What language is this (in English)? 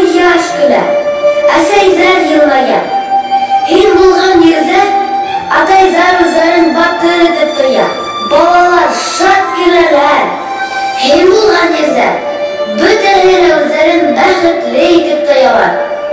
Bashkir